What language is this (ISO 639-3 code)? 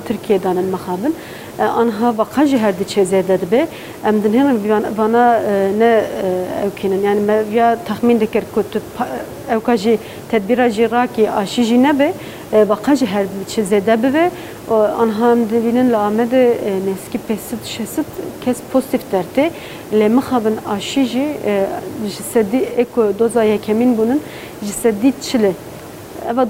kur